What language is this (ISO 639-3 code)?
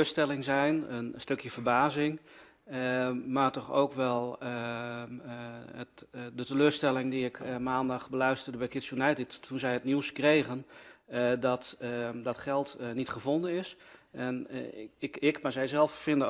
nld